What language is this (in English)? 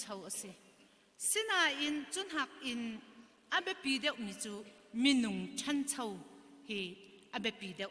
Hakha Chin